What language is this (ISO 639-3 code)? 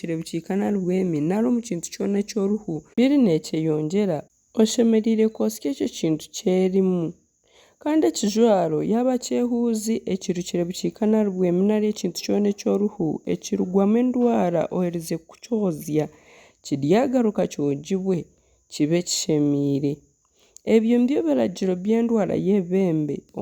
nyn